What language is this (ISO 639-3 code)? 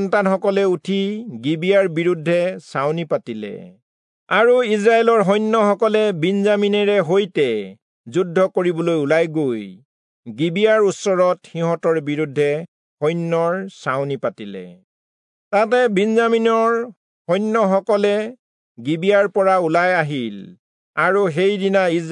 asm